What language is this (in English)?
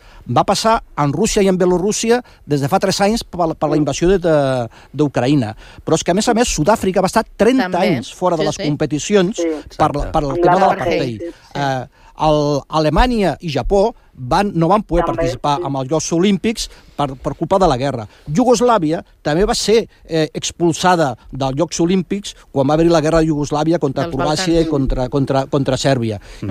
Catalan